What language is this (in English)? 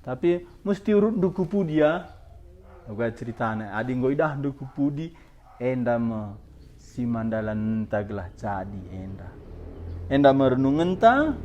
Batak Karo